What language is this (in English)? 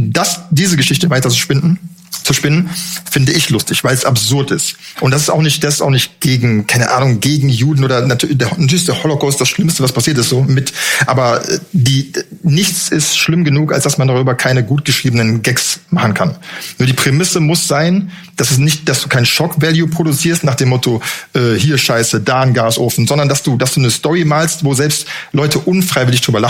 German